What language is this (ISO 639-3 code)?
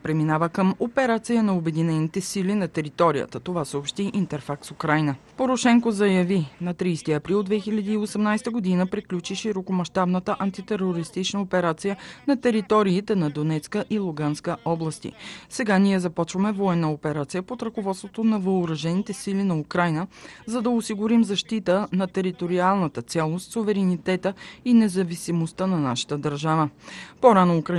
bul